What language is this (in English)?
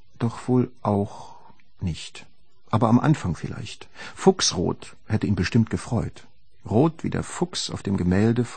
German